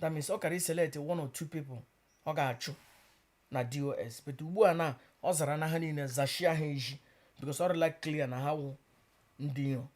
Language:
Igbo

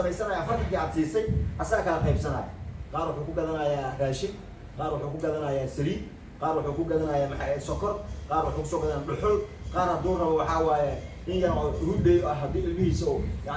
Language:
Somali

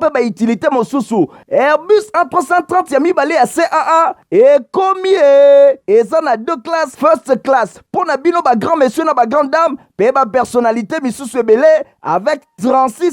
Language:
Lingala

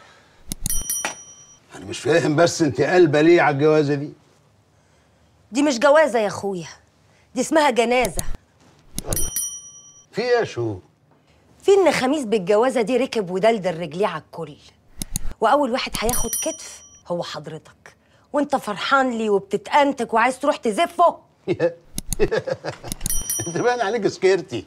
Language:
Egyptian Arabic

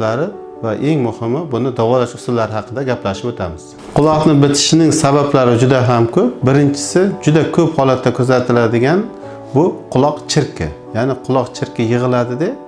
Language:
Uzbek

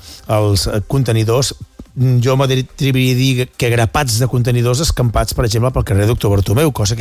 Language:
Catalan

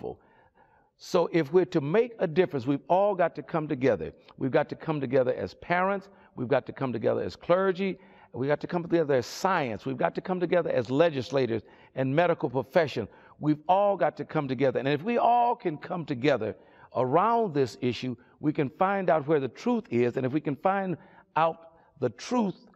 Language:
English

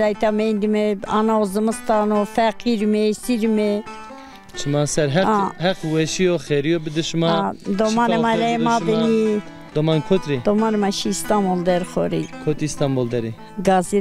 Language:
Zaza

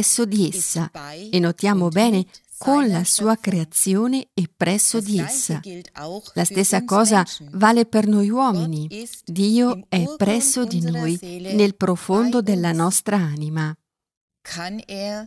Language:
Italian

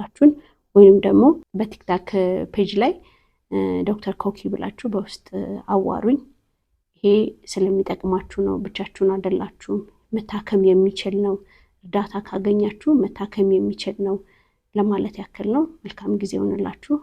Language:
Amharic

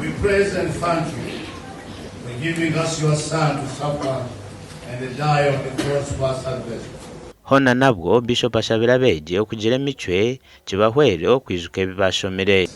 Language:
Nyankole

